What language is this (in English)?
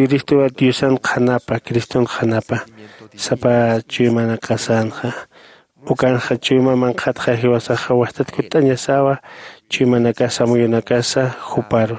Aymara